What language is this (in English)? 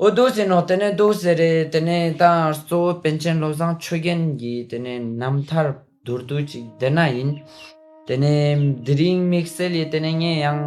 Ladakhi